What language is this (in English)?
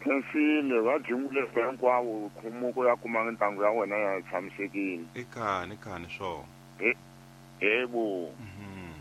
Tsonga